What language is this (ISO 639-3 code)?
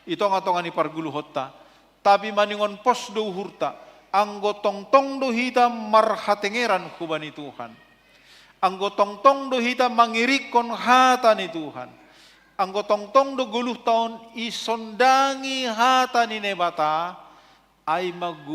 bts